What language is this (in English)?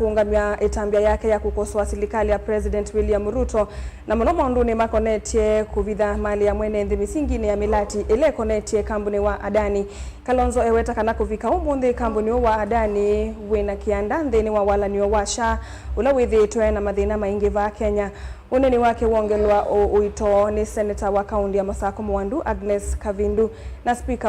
Kamba